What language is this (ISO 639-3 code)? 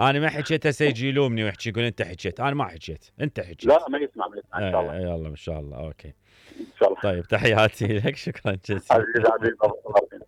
acm